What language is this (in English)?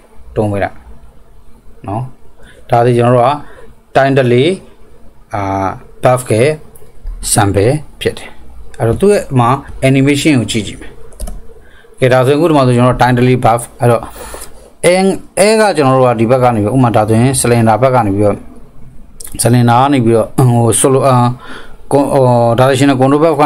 Burmese